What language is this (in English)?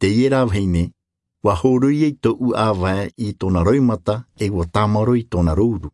Tahitian